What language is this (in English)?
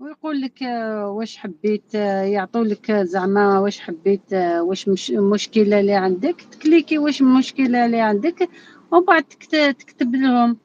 Algerian Arabic